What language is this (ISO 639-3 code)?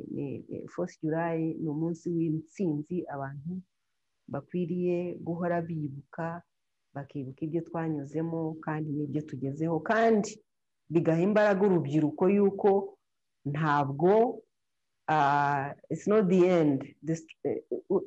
kin